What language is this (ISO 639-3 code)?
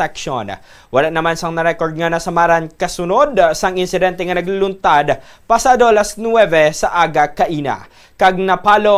hil